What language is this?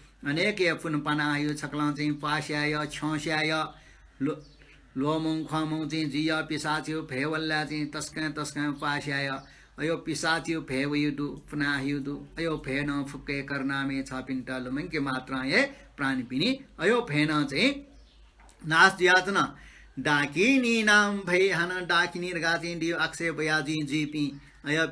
Newari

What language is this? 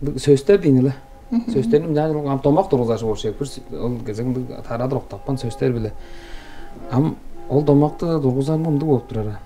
Tuvinian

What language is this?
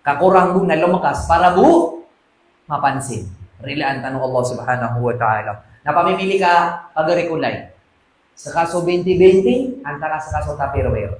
Maranao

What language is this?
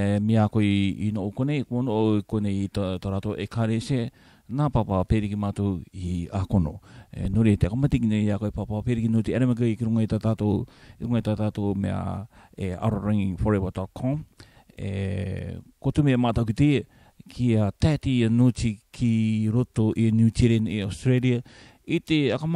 Rarotongan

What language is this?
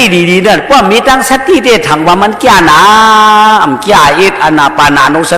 Shan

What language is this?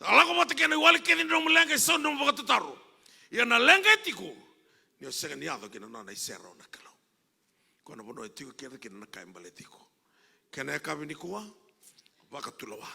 Fijian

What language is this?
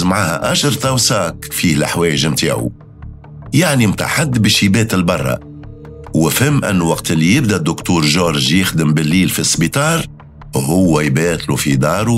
Tunisian Arabic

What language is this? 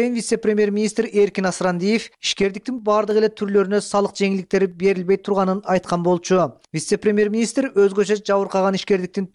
Kyrgyz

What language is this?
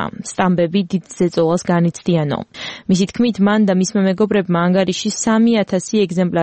Georgian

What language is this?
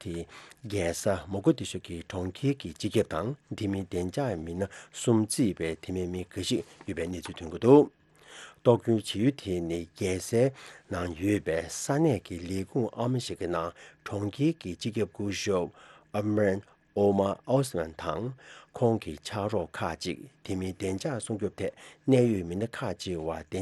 Tibetan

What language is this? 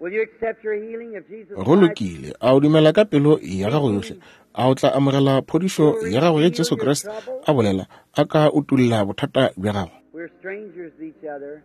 Northern Sotho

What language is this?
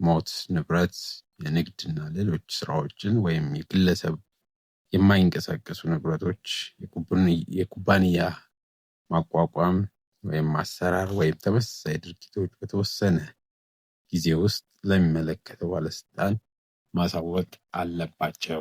Amharic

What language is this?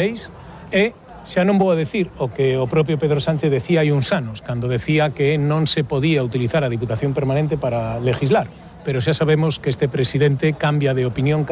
Galician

